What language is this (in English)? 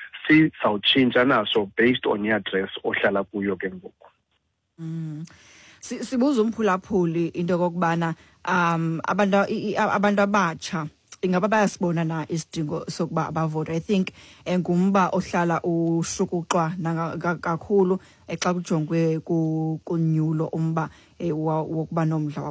Xhosa